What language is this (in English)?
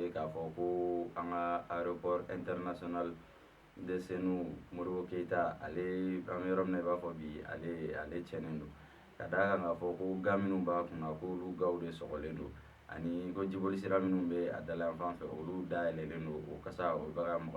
Bambara